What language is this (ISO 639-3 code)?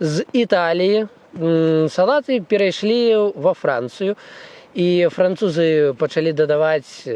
bel